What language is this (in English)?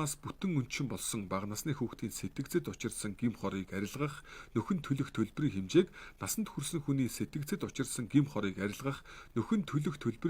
Mongolian